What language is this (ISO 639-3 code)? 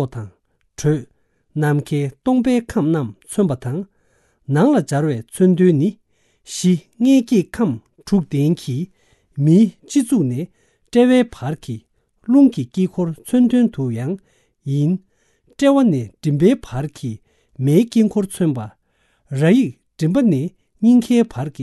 bod